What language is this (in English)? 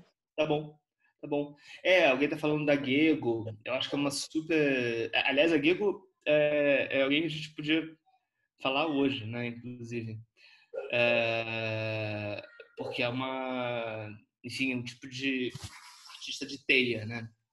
Portuguese